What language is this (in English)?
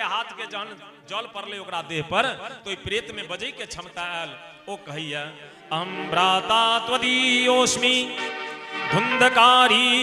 Maithili